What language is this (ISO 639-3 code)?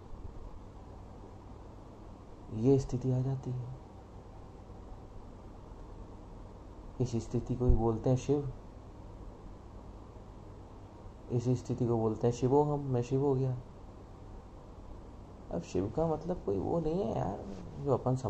hin